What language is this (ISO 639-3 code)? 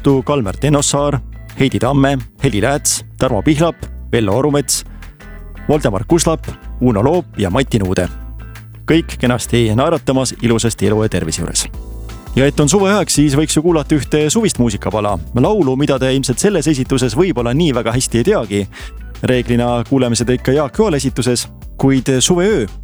est